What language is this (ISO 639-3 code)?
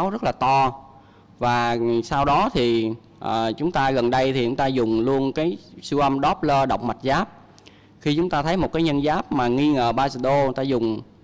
vie